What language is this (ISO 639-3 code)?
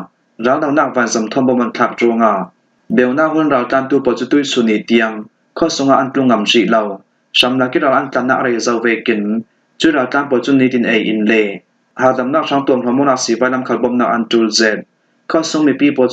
cfm